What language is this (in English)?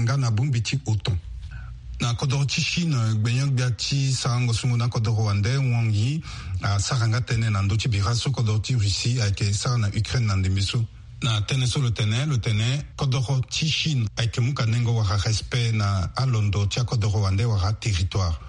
Sango